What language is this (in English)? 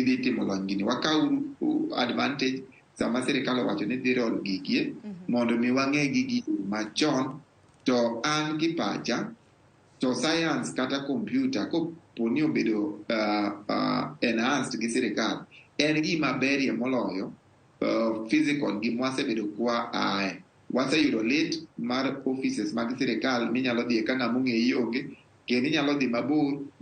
Luo (Kenya and Tanzania)